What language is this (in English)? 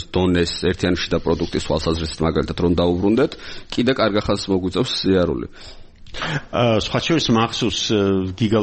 Georgian